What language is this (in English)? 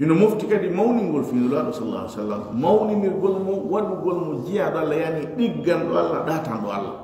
Fula